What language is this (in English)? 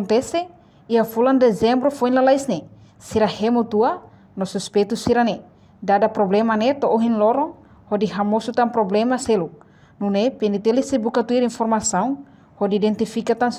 Tetum